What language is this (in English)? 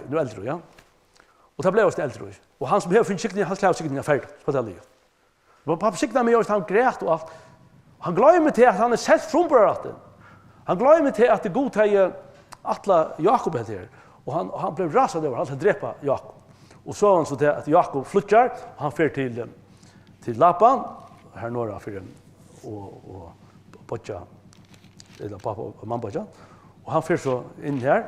Faroese